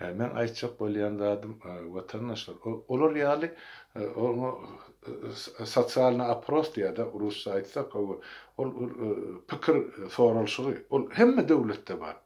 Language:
Turkmen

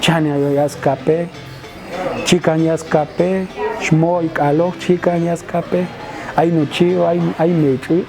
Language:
Popti'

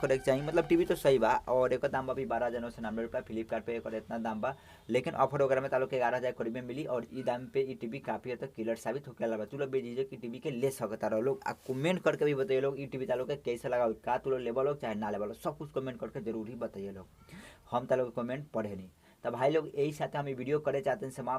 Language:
Bhojpuri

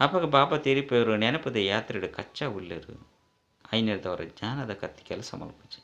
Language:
Tulu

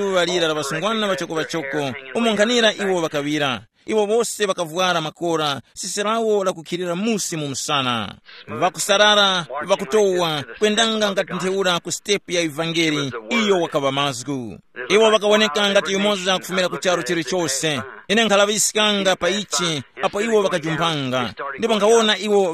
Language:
Tumbuka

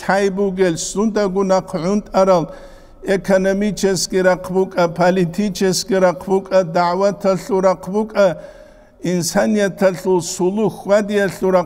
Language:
Avaric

